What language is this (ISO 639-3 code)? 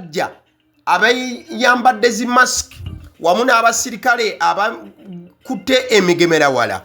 lug